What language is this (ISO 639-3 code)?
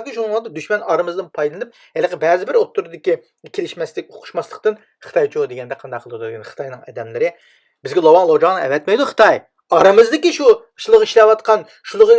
uig